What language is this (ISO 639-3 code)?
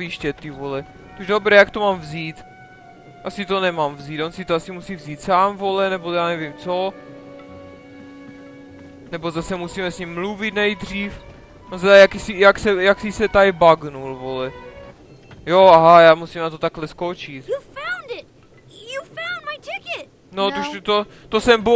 ces